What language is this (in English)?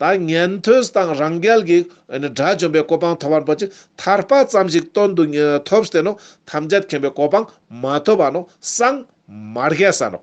Ladakhi